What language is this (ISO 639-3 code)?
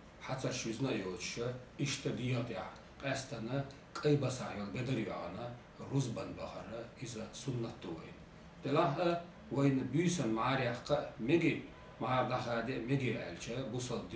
che